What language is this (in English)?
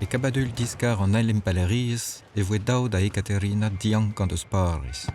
Breton